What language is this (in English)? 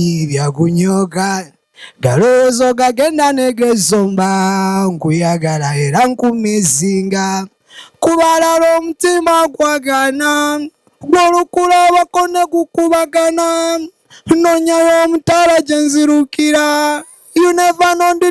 Ganda